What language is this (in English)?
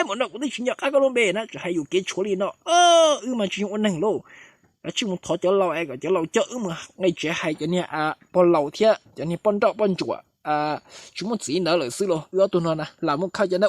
Hmong